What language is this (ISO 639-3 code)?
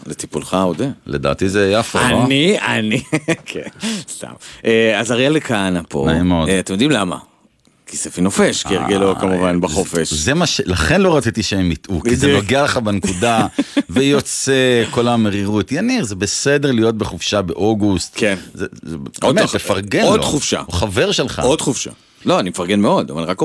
heb